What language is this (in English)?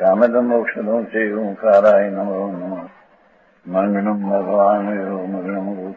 Gujarati